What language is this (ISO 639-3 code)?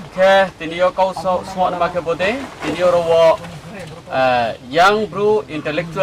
ria